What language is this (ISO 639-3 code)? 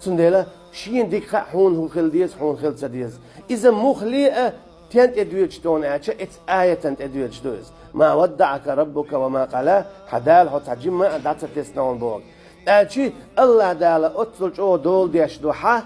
che